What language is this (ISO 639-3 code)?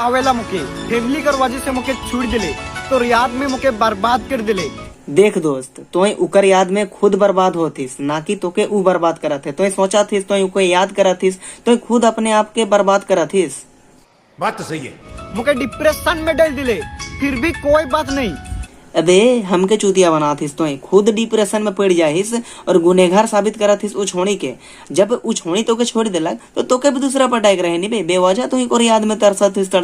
sck